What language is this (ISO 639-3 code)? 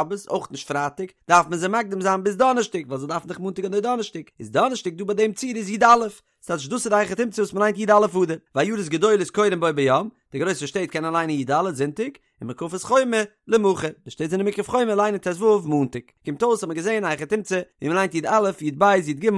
yid